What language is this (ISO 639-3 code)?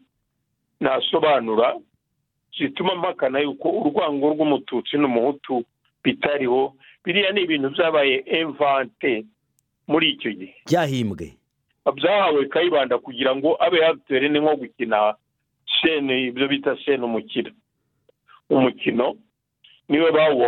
kin